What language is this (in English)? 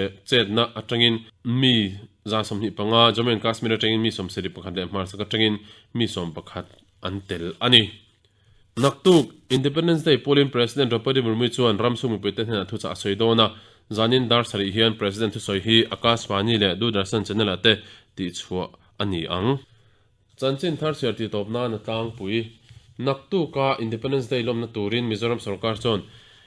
Mizo